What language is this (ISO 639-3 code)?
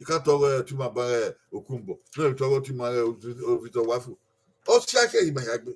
bin